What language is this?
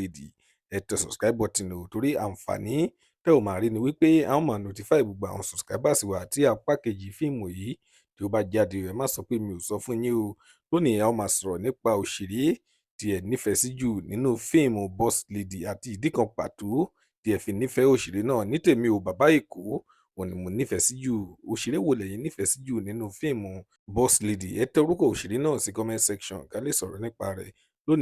Yoruba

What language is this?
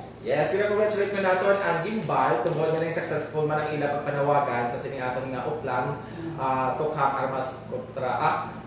Hiligaynon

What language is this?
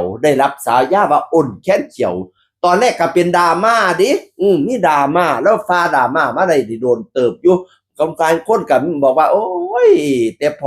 Lao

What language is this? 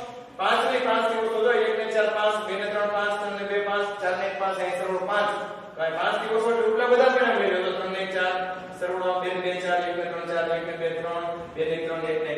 Gujarati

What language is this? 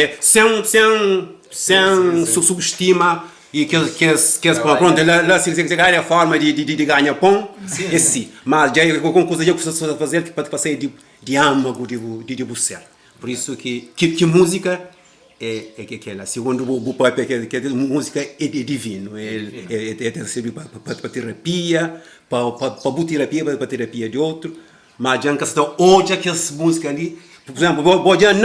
Kabuverdianu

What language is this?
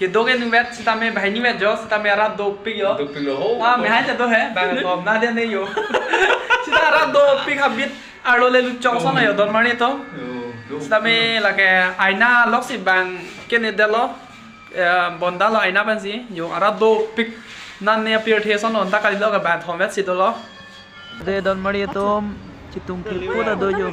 Karbi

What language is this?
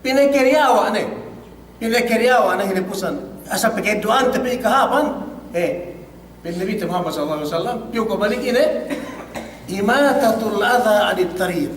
Yakan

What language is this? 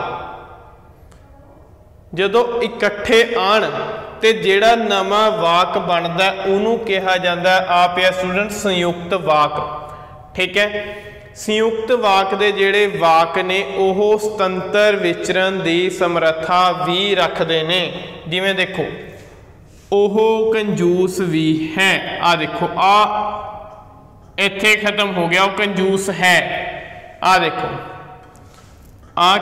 Punjabi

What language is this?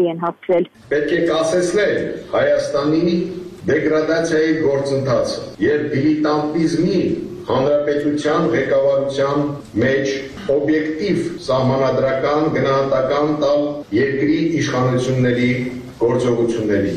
Armenian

